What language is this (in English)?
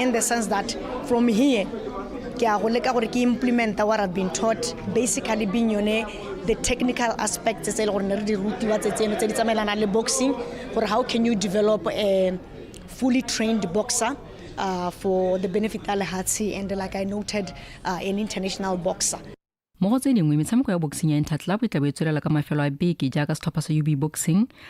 Tswana